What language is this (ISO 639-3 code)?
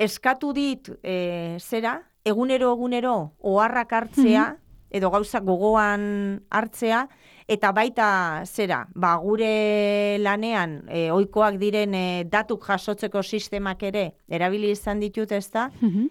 eus